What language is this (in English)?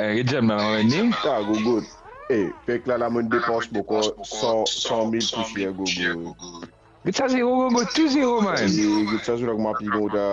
Morisyen